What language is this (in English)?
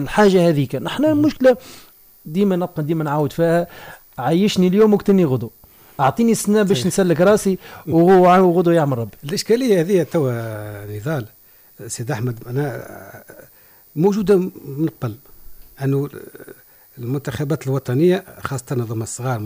Tunisian Arabic